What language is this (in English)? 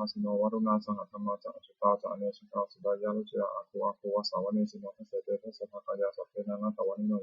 Pali